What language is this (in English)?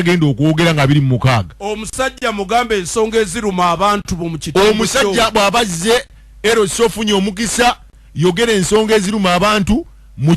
Ganda